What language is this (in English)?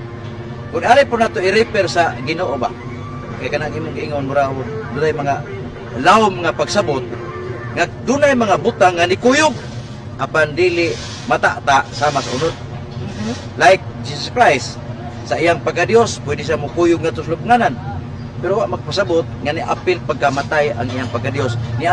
Cebuano